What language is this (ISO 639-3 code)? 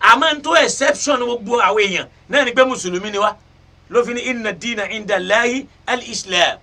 yor